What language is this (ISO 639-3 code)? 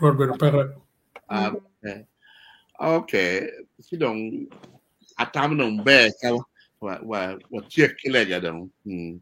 ach